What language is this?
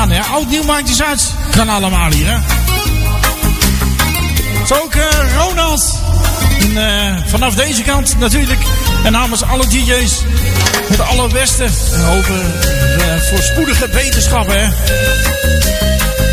Dutch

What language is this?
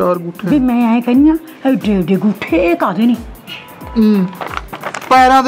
Punjabi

